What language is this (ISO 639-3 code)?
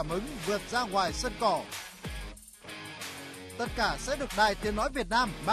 vie